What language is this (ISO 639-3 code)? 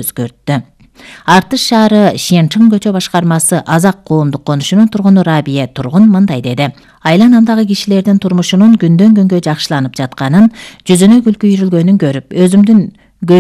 kir